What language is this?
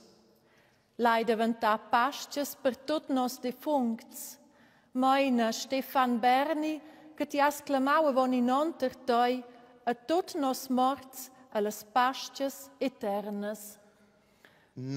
Romansh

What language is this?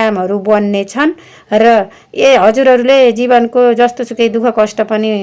Nepali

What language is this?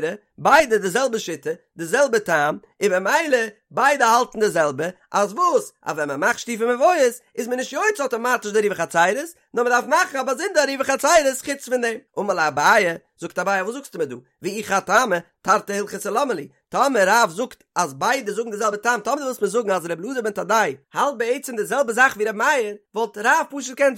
Yiddish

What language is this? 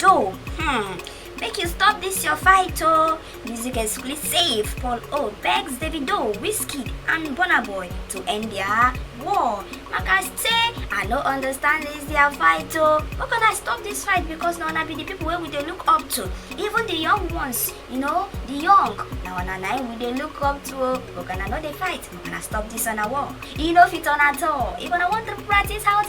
Nigerian Pidgin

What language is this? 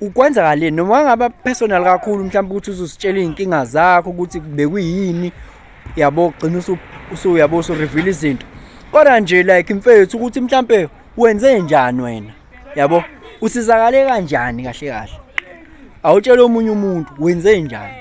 Zulu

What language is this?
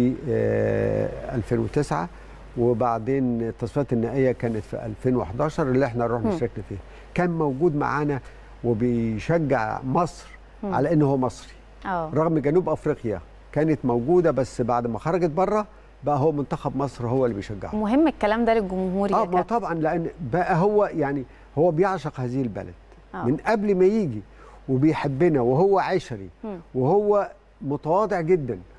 Egyptian Arabic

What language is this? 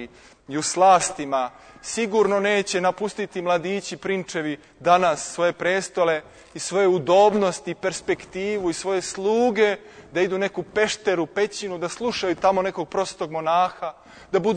Serbian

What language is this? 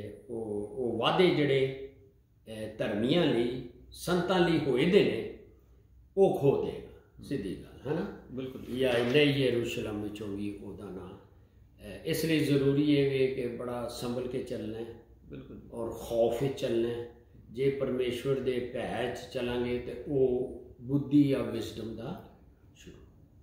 Punjabi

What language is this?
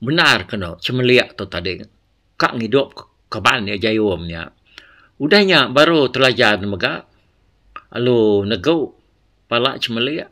Iban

